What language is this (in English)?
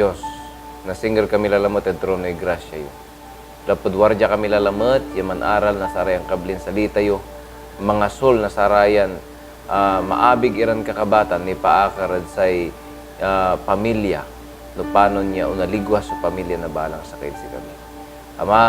Pangasinan